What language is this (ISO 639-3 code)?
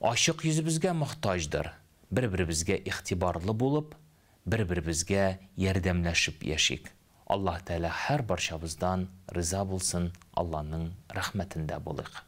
tat